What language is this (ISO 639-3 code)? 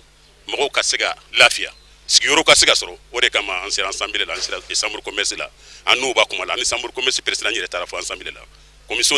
bam